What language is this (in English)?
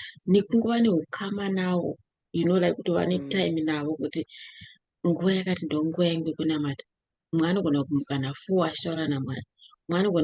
Shona